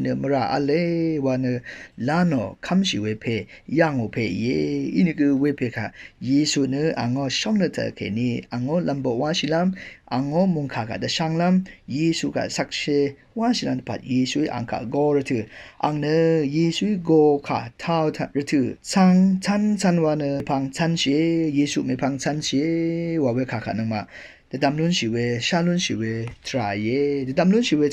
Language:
Rawang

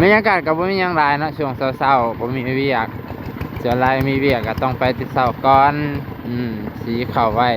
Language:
Lao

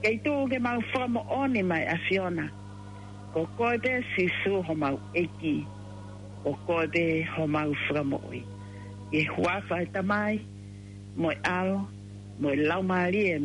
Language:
Tongan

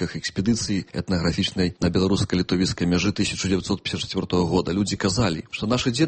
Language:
Belarusian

